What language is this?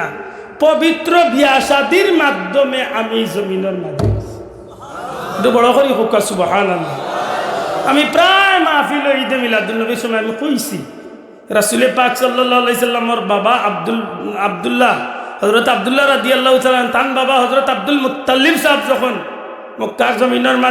Sylheti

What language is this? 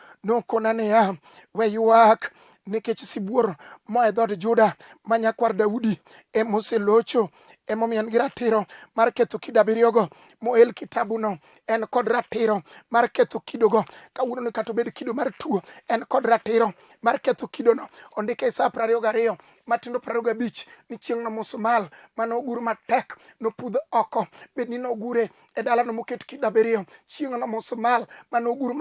Luo (Kenya and Tanzania)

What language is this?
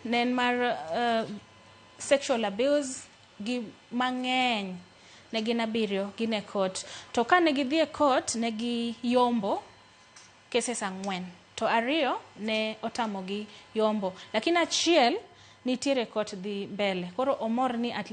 Luo (Kenya and Tanzania)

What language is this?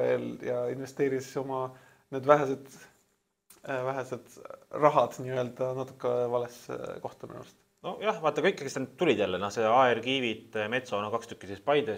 Estonian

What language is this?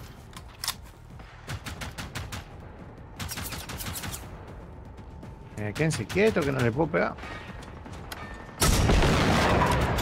Spanish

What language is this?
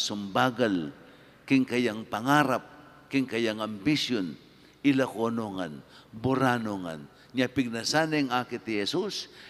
Pampanga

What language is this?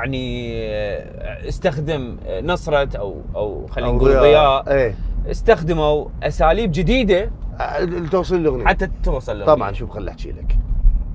Mesopotamian Arabic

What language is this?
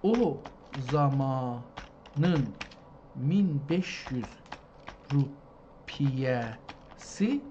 South Azerbaijani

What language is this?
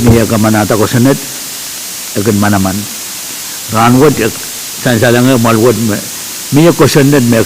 Pohnpeian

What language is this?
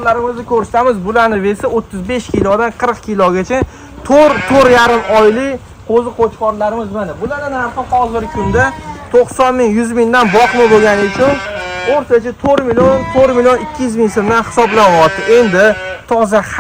Uzbek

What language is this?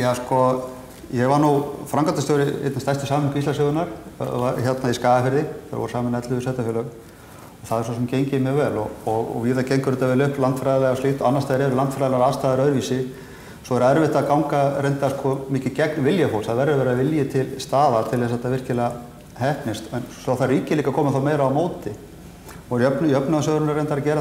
Icelandic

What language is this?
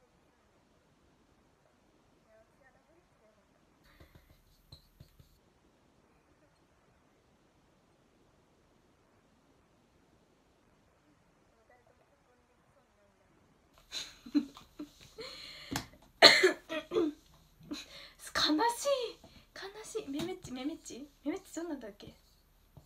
Japanese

